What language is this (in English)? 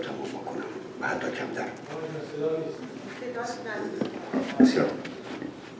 Persian